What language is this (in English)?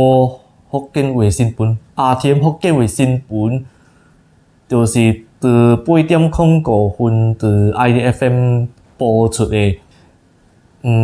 Min Nan Chinese